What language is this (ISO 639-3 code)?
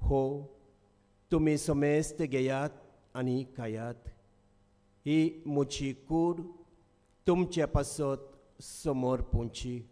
kok